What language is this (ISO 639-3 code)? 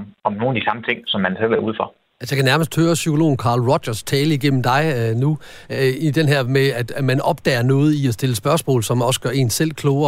dan